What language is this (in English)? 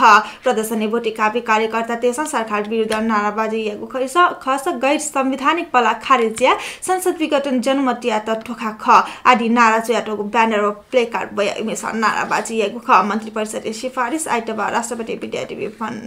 Newari